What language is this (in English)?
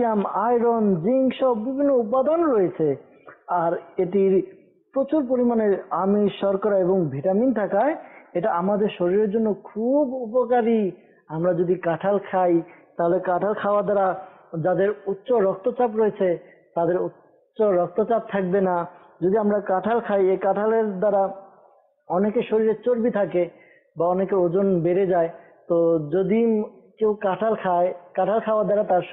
Bangla